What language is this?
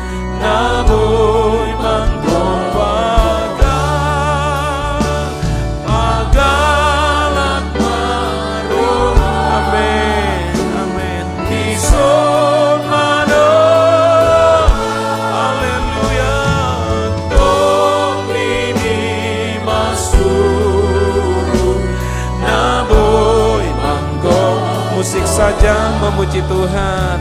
Batak Toba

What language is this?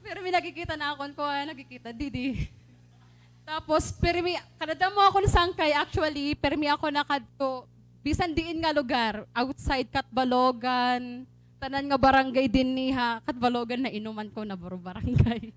Waray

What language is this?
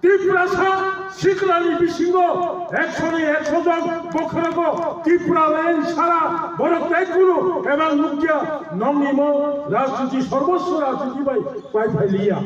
Kok Borok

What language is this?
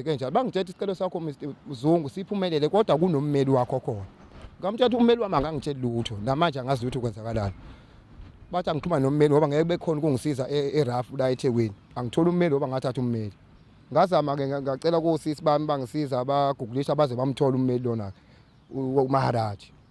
Zulu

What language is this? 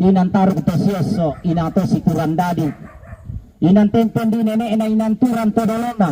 Toraja-Sa'dan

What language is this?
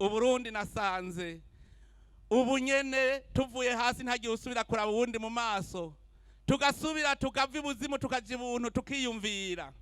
Rundi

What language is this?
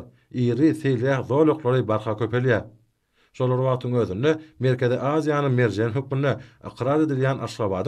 Turkmen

